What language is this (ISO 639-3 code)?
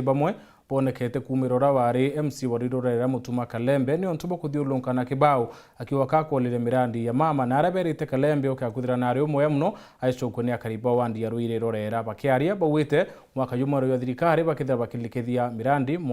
mer